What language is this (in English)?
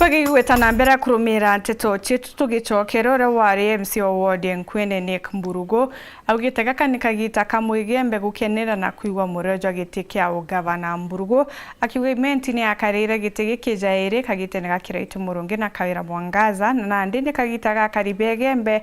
Meru